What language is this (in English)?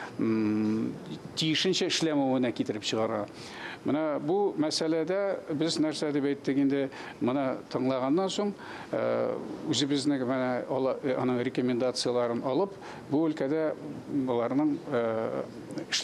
Tatar